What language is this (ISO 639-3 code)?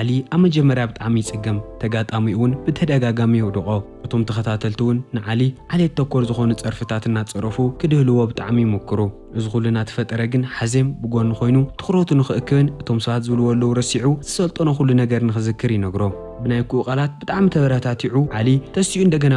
tir